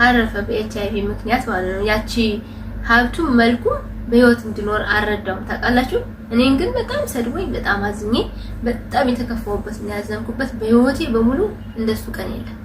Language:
Amharic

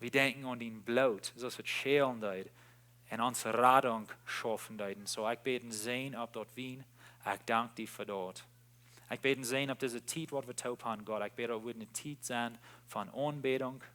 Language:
Plautdietsch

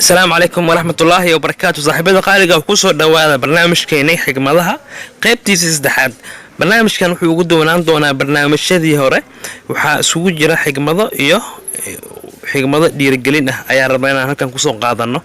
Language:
Somali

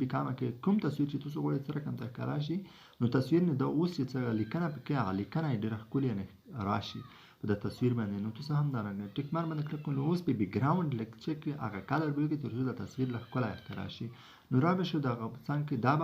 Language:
Pashto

